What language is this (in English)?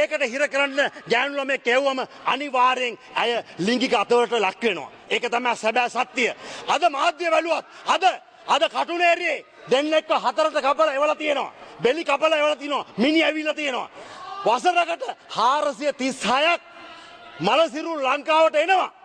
Sinhala